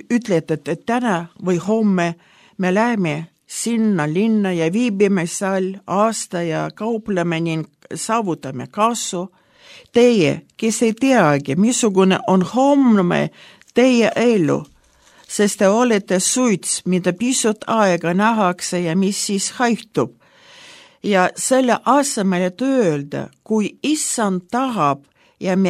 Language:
Estonian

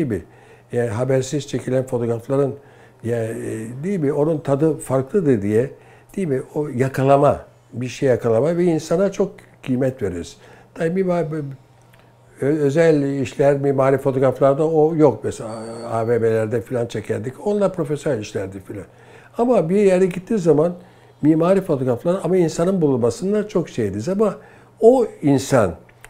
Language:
Turkish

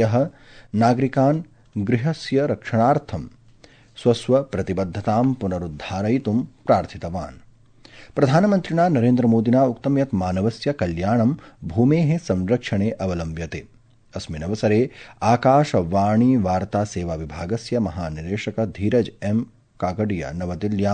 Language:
Sanskrit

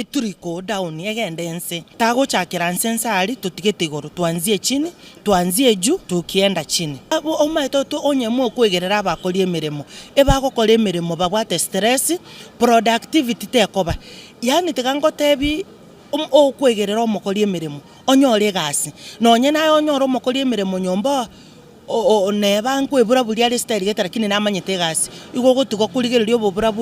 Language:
Gusii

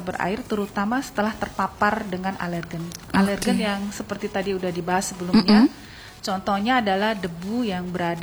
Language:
Indonesian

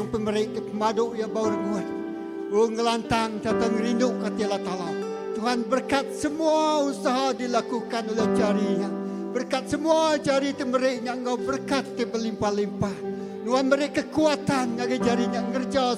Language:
Iban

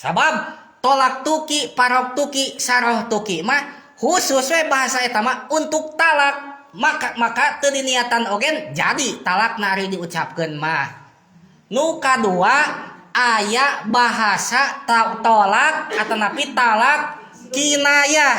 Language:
Sundanese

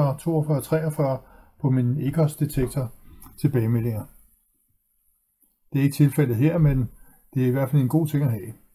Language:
Danish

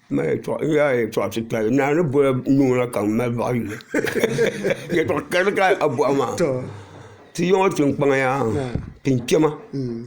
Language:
Dagbani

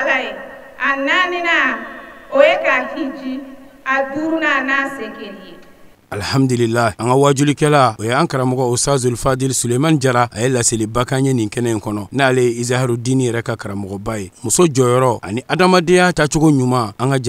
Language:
Bambara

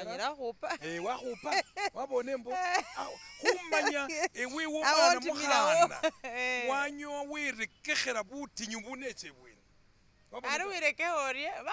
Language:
Masaaba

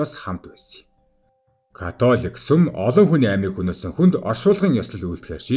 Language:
Mongolian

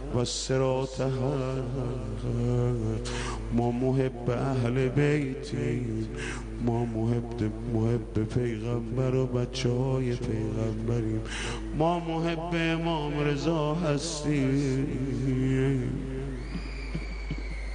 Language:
Persian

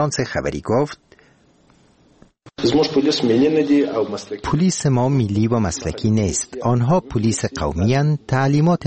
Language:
Persian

